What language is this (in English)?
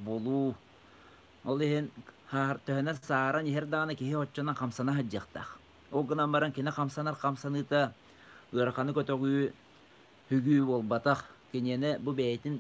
Yakut